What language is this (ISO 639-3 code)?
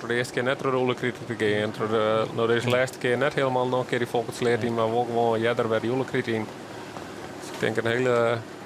fry